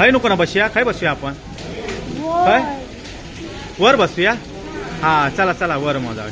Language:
Konkani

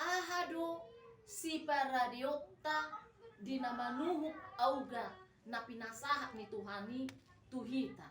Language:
Batak Toba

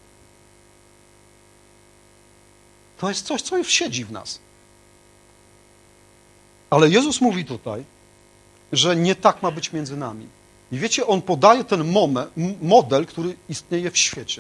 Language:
Polish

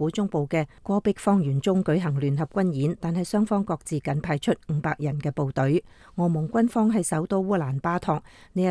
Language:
Cantonese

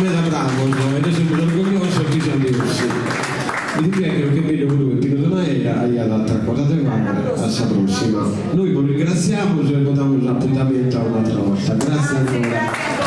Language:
Sardinian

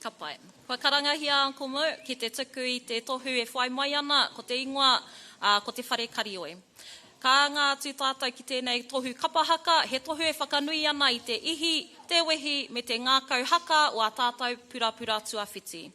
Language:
Māori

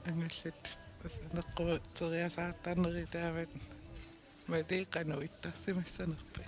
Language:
Kalaallisut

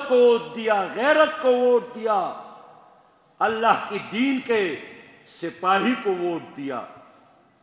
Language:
Urdu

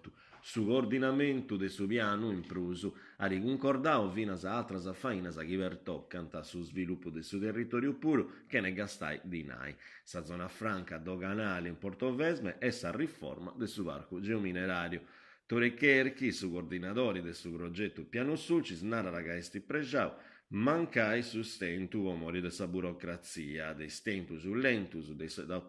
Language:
Sardinian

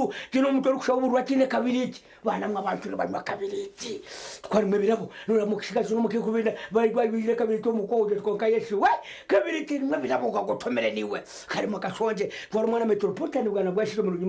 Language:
Nyankole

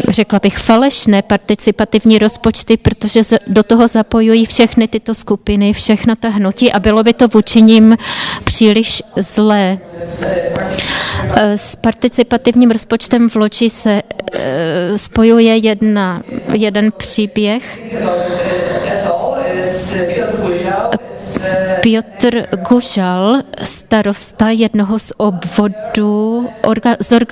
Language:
Czech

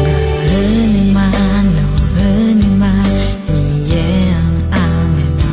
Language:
Akha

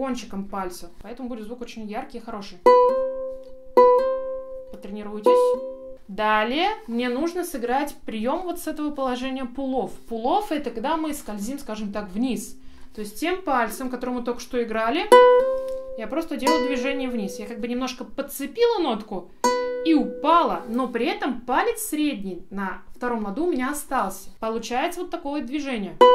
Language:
Russian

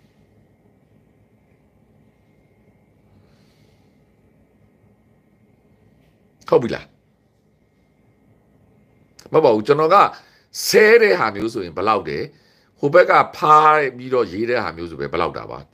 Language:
Burmese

